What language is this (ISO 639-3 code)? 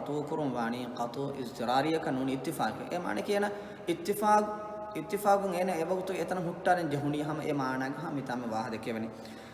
div